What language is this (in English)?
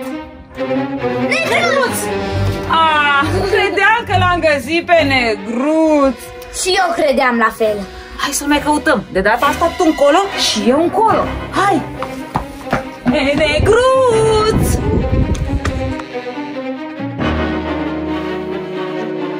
Romanian